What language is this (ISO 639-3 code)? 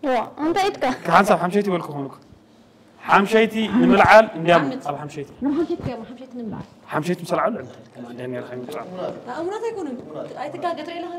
tir